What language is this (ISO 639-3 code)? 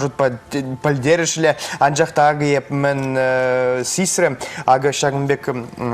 chv